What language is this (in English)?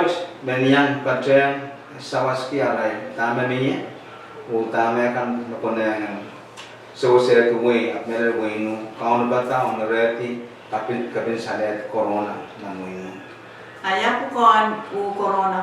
Pohnpeian